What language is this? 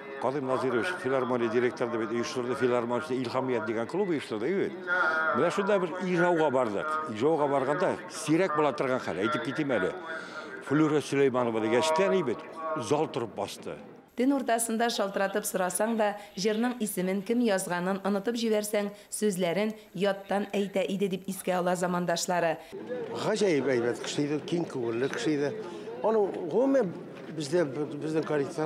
Tatar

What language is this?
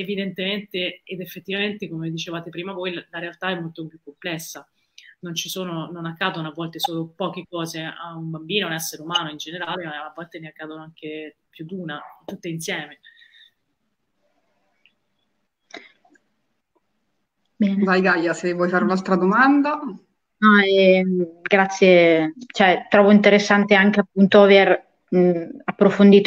Italian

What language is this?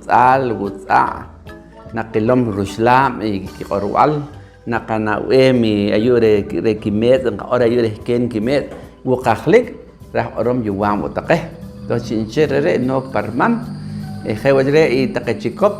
Poqomchi'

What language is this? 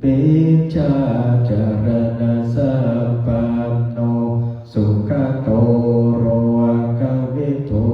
Pali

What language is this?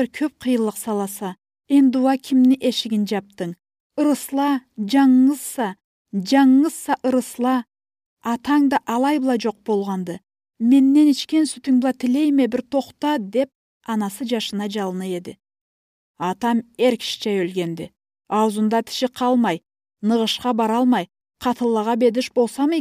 Karachay-Balkar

